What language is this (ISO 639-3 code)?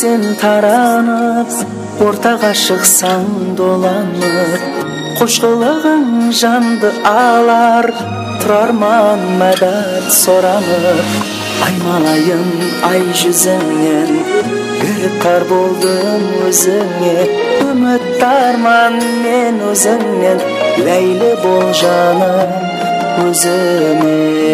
kaa